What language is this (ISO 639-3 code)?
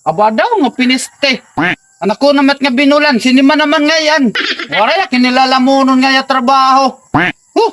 war